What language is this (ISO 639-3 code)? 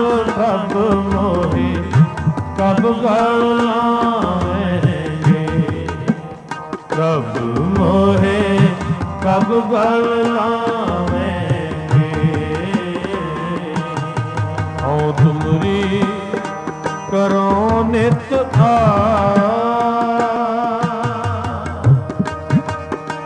pan